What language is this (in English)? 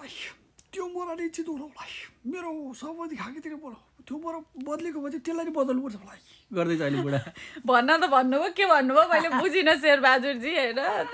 Nepali